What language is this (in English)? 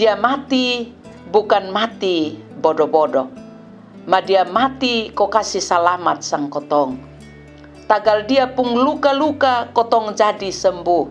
Kupang Malay